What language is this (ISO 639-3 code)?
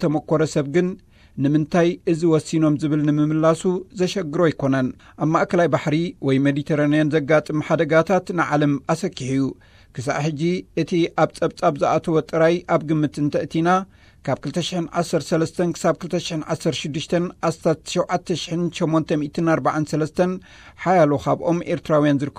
tir